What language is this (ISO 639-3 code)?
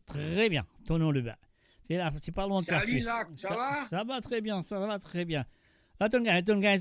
mfe